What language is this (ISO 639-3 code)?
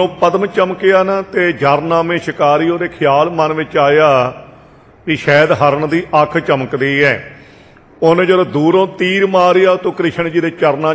pan